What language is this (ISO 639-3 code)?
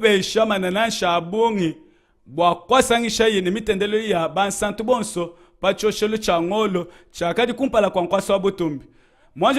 lua